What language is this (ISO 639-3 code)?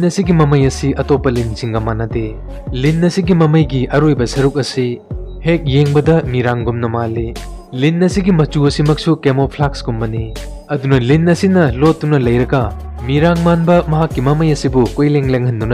mni